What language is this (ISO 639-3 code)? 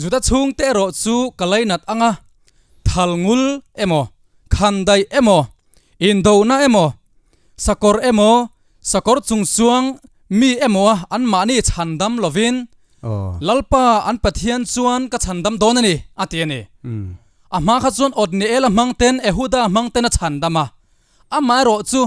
lus